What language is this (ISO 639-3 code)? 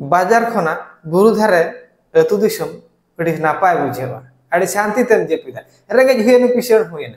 sat